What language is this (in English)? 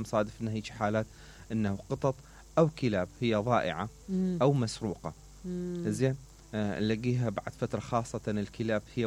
Mesopotamian Arabic